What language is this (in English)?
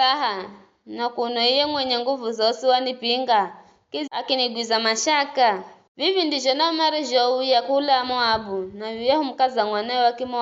Giryama